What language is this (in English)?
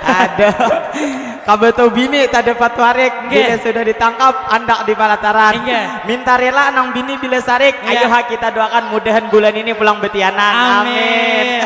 Banjar